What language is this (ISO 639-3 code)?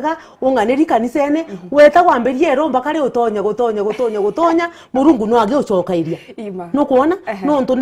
mer